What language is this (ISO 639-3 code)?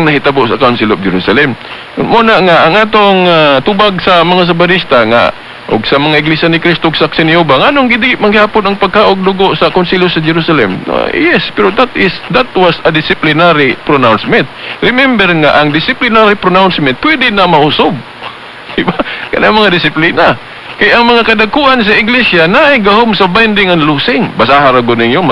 ceb